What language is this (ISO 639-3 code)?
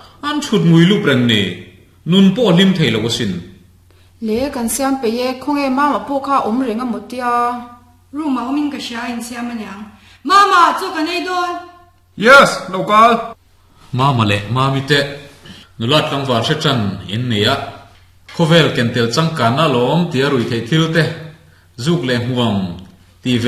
lus